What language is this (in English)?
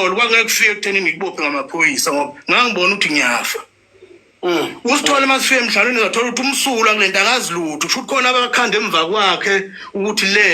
Zulu